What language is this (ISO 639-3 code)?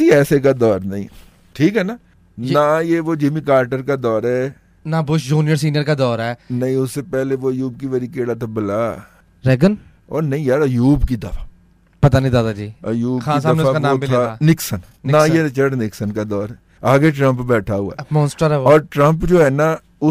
urd